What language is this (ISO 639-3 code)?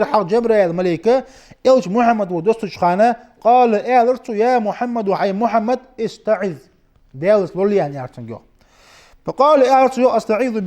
inh